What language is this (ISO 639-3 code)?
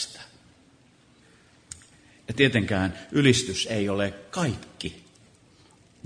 fin